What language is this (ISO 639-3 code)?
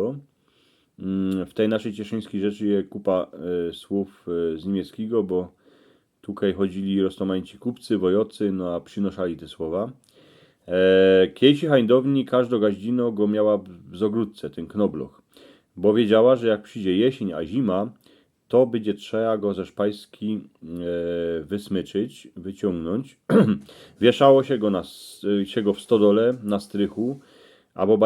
szl